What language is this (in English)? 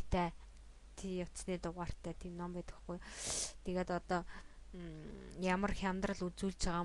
Mongolian